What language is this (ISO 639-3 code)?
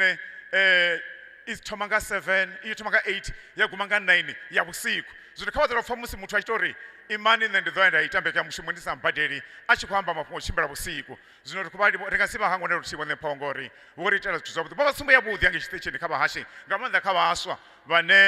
ven